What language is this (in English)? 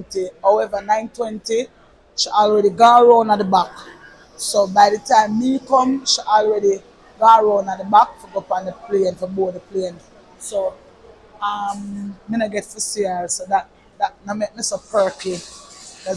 Jamaican Creole English